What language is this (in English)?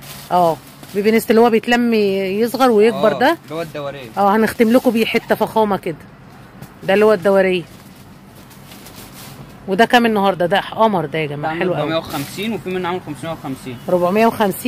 Egyptian Arabic